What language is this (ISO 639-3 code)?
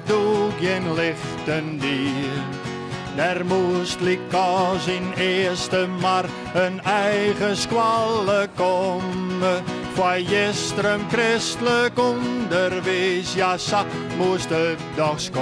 fry